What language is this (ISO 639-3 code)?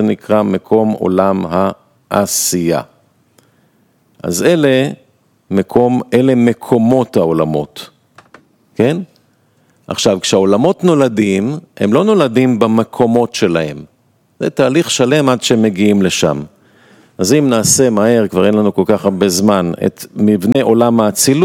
heb